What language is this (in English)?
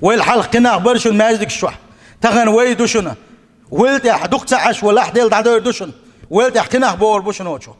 Chechen